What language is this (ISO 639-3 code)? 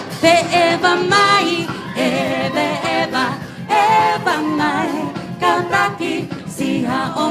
ton